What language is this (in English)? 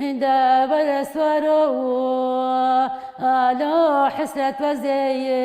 Kurdish